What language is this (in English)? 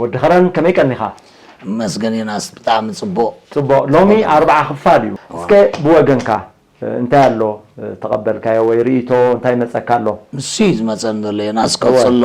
Tigrinya